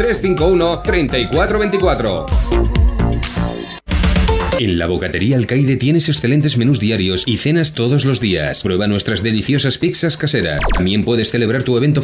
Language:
Spanish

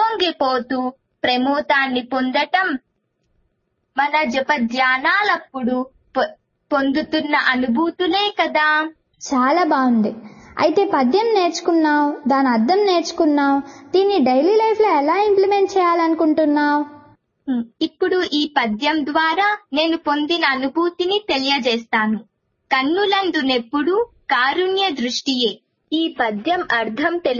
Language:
Telugu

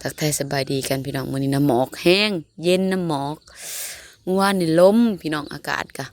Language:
Northeastern Thai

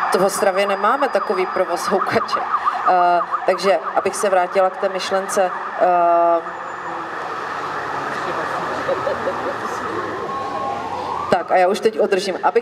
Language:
Czech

